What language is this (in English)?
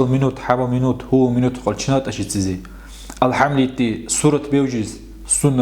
Dargwa